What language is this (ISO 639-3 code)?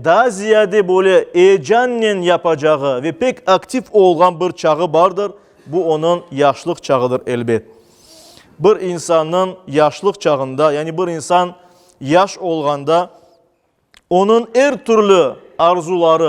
crh